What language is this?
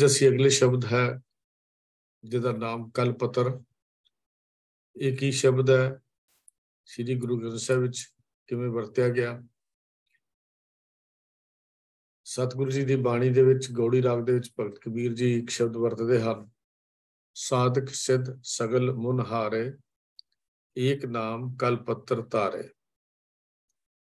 Punjabi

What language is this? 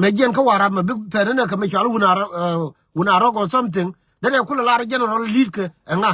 Nuer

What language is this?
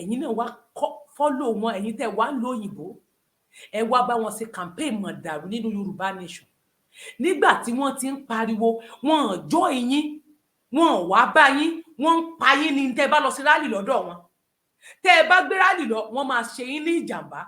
Yoruba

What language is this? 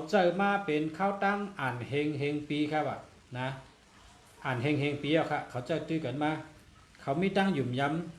Shan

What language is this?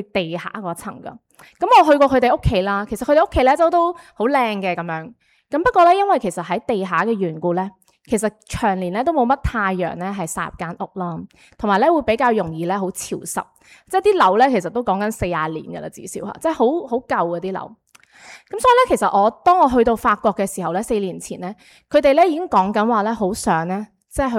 Cantonese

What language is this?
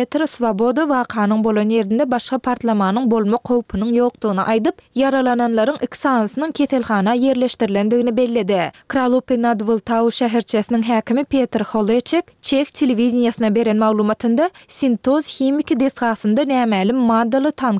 Turkmen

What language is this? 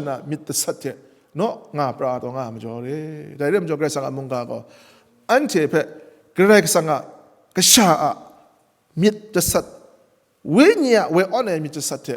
Kachin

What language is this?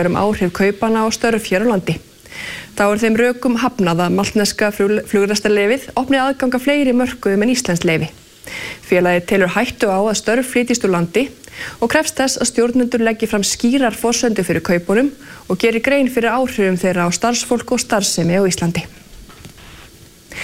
Icelandic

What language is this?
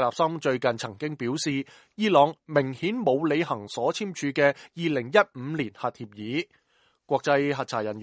Cantonese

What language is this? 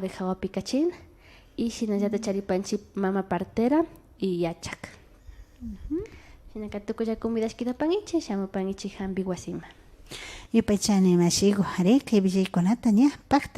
Imbabura Highland Quichua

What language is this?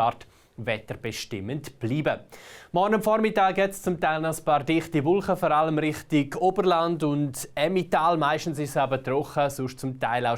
Swiss German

